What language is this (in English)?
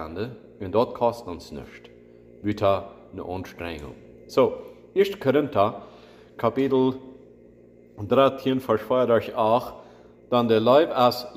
Plautdietsch